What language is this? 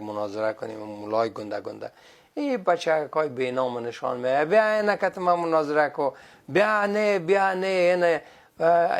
Persian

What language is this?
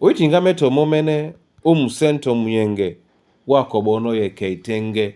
Duala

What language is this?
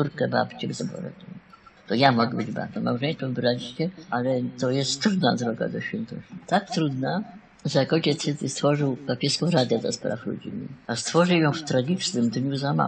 Polish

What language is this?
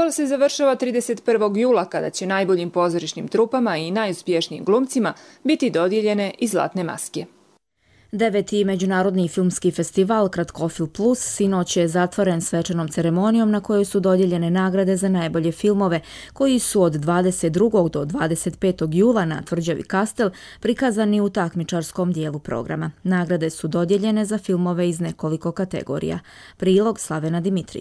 Croatian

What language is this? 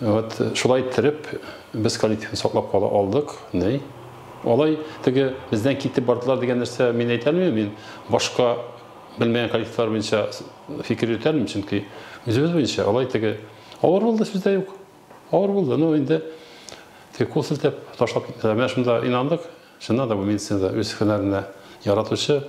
Tatar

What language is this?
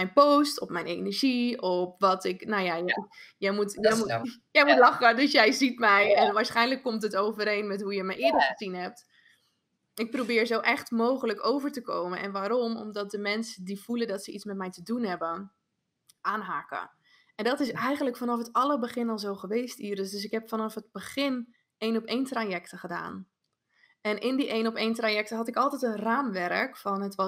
Dutch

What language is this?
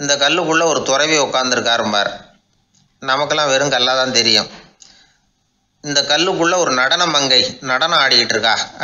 Tamil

